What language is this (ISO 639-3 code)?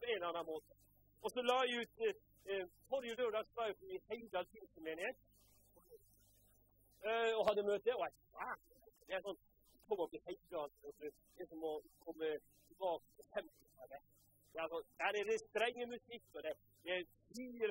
nor